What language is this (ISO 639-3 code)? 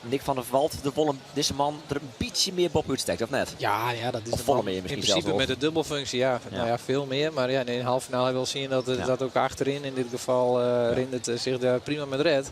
fry